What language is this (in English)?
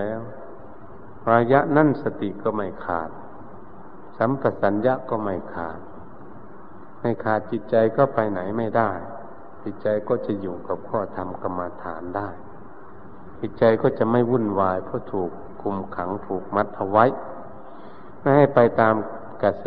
Thai